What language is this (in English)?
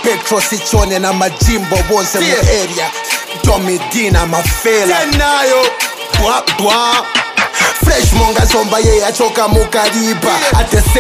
Bemba